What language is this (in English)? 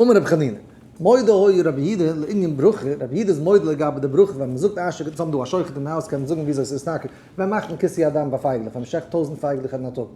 Yiddish